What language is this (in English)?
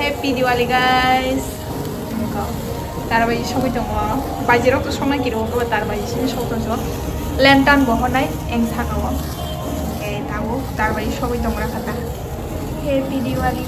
Kok Borok